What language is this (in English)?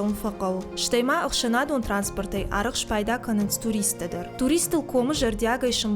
Ossetic